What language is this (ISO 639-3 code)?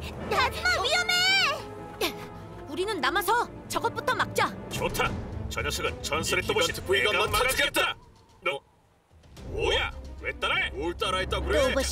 kor